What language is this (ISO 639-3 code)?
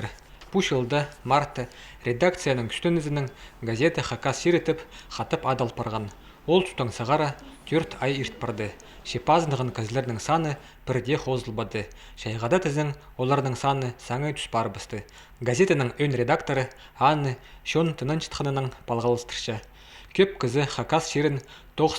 kjh